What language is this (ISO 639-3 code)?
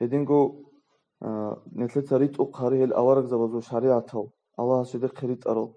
ava